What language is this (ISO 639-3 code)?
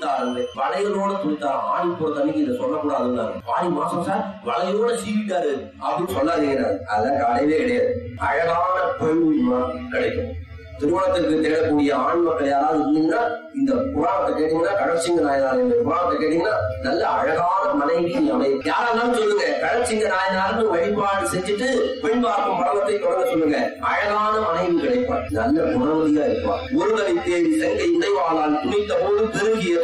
tam